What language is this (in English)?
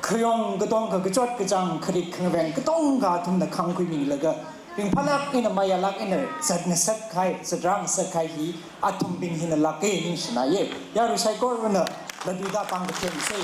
Tangkhul Naga (India)